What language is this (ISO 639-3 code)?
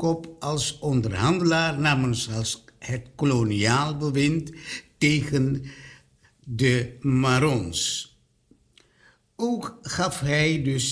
nld